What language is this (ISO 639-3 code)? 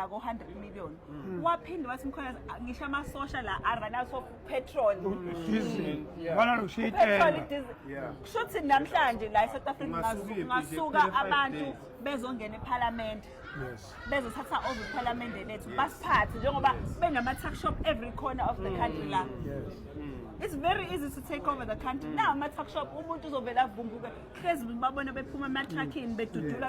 zul